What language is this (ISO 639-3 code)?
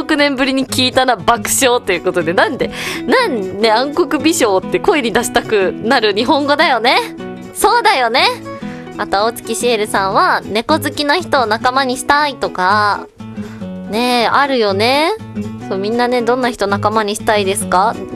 jpn